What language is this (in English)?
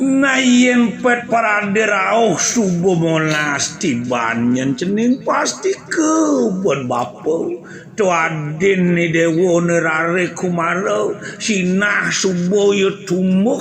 Balinese